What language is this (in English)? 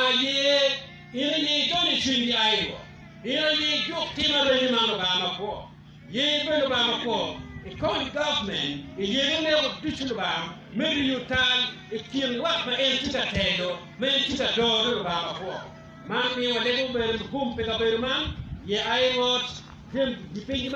Acoli